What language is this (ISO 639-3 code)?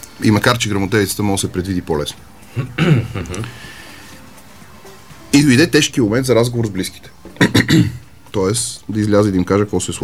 bul